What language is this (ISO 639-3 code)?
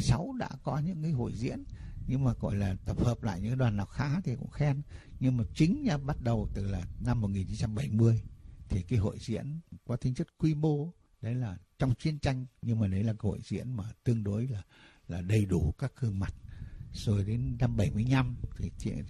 vie